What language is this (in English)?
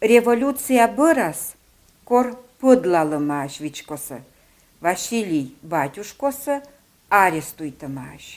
Komi